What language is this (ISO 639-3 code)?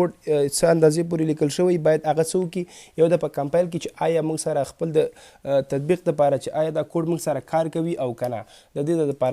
pus